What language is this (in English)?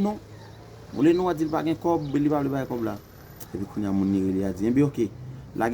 Haitian Creole